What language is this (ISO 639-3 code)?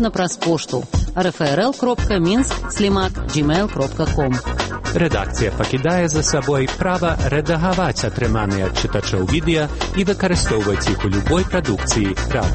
bel